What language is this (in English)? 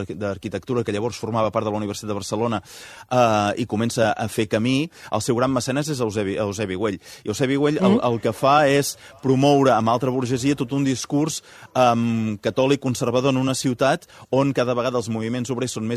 Catalan